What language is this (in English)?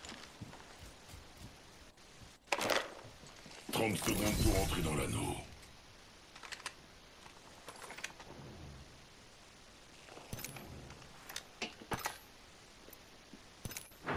French